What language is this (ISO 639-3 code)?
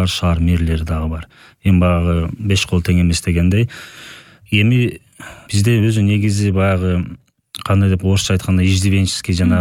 kir